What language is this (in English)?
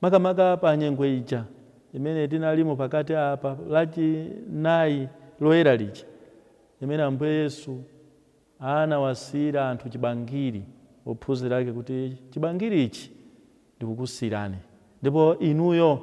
Nyanja